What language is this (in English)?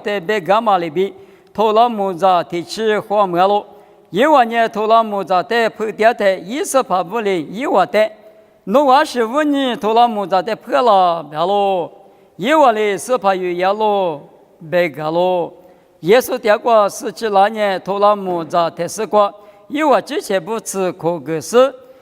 Lisu